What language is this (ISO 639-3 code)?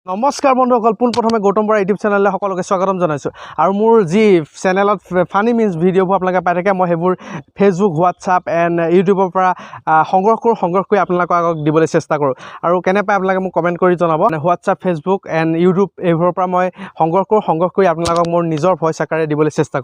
asm